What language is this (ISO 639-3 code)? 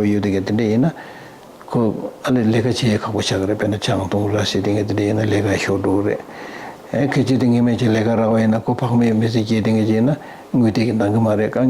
bod